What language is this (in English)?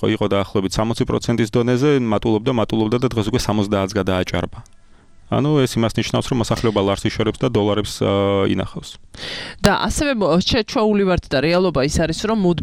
Georgian